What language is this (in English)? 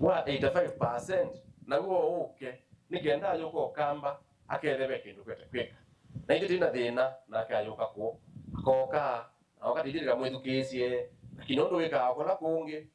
Kamba